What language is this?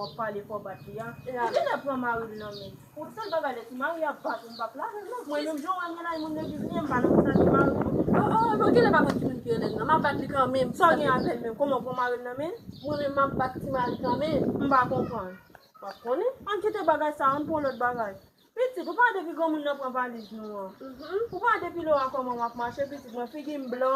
Haitian Creole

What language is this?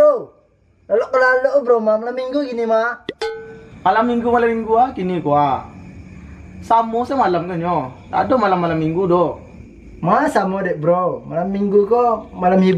Minangkabau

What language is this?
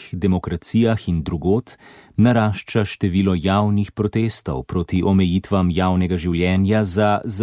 Slovenian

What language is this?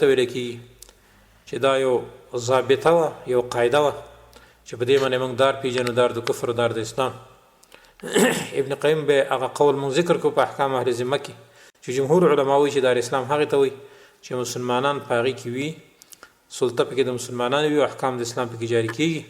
Pashto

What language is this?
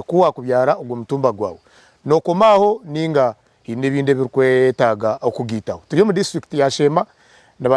Nyankole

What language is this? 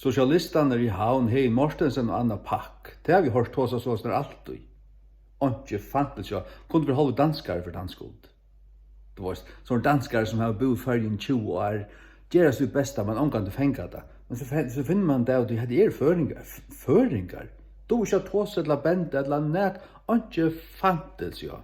Faroese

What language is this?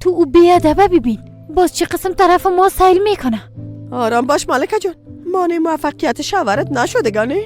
Persian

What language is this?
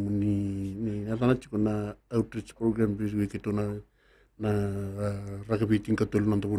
Fijian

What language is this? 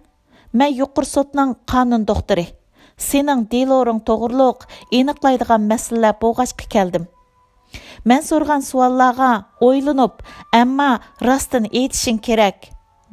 Uyghur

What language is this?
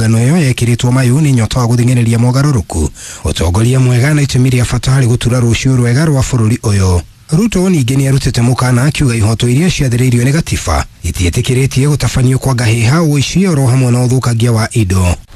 Kikuyu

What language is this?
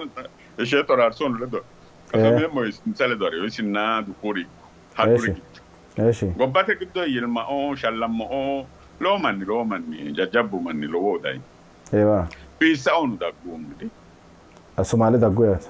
Sidamo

